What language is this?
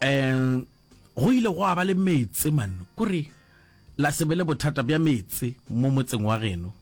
Northern Sotho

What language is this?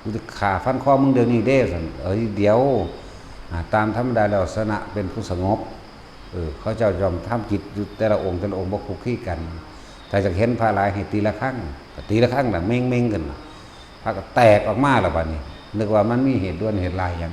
Northeastern Thai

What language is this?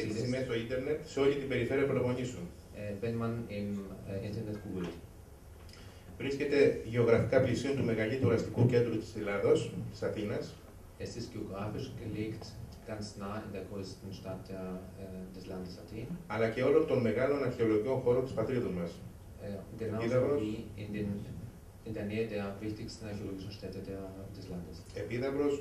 Greek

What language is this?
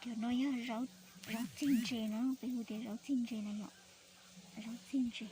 Hmong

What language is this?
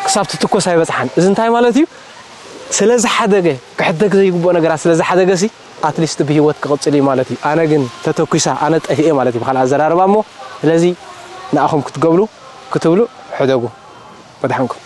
Tigrinya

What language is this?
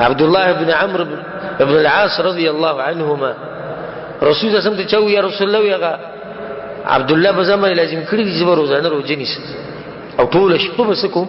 Pashto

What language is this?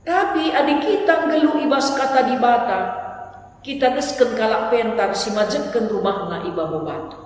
Batak Karo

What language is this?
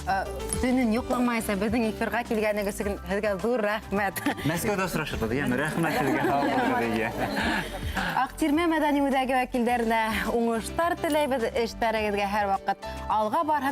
Bashkir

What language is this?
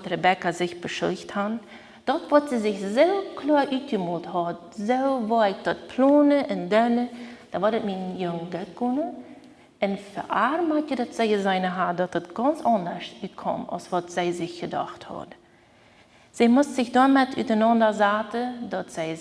Plautdietsch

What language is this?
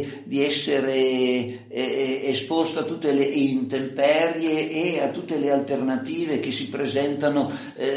Italian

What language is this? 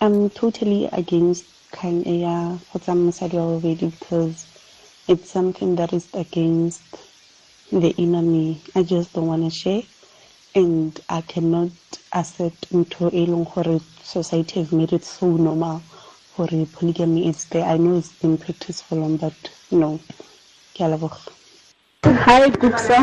Tswana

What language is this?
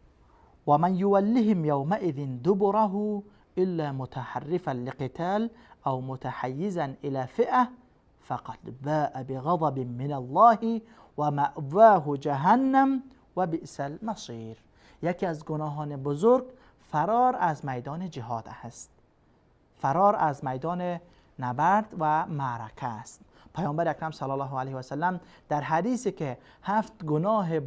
Persian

